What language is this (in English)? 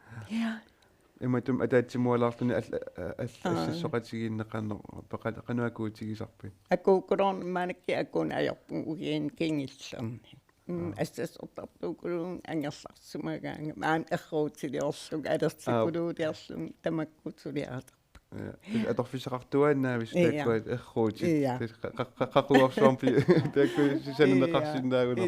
Kalaallisut